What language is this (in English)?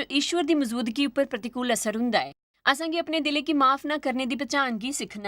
Dogri